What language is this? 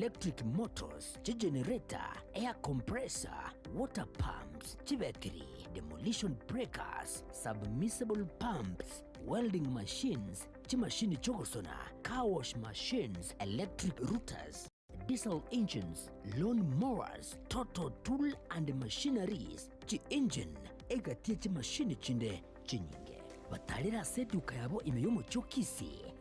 Gusii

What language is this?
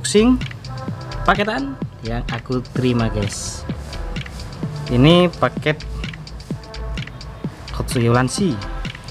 Indonesian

